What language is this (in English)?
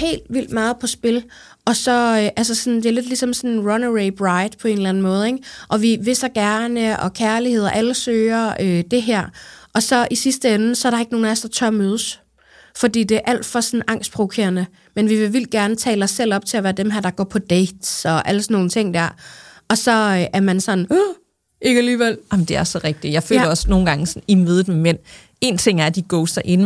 Danish